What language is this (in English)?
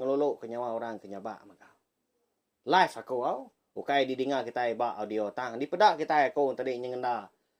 Iban